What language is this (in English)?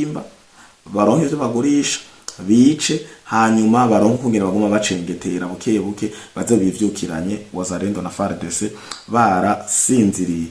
Rundi